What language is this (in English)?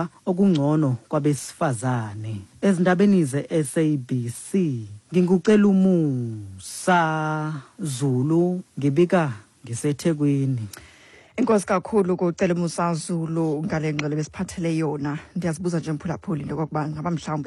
Xhosa